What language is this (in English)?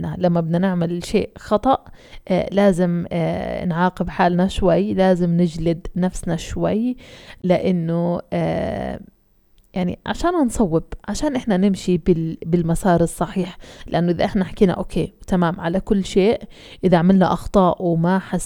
North Levantine Arabic